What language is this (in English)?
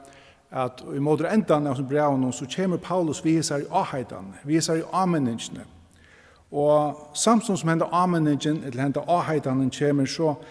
Faroese